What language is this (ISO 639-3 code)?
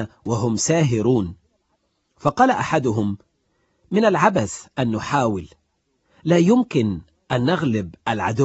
ara